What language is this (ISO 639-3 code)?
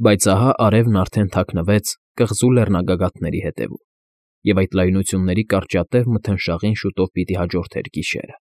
hye